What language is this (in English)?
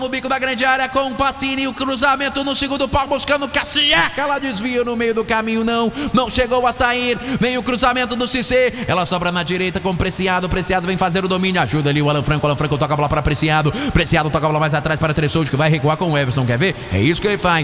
Portuguese